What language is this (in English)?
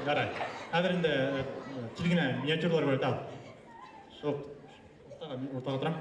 Bashkir